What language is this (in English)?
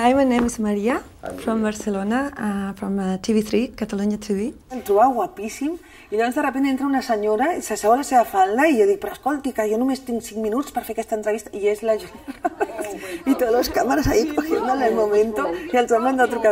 Catalan